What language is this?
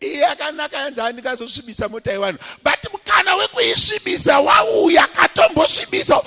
Shona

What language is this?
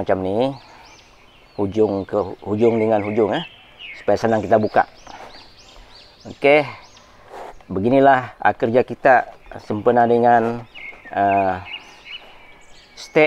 Malay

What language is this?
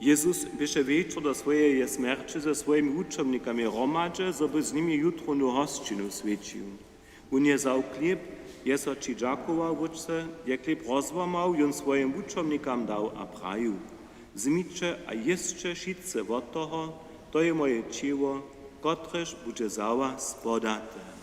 Upper Sorbian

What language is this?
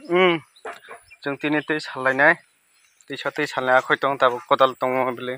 Kok Borok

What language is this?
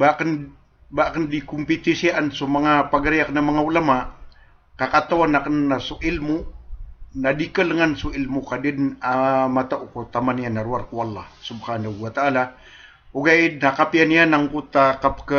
Maranao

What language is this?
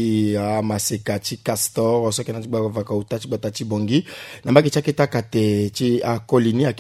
Sango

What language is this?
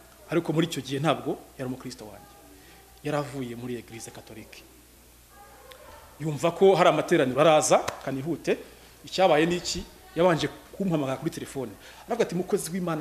Kinyarwanda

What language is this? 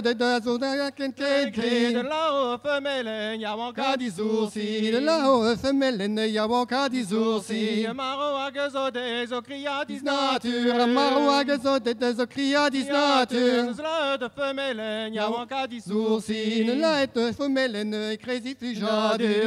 Breton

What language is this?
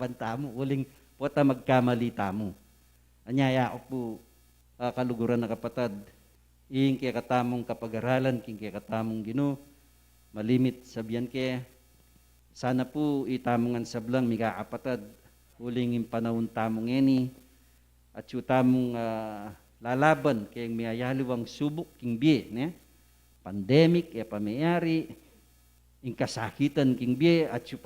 Pampanga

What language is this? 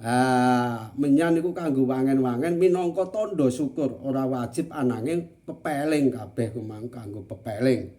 Javanese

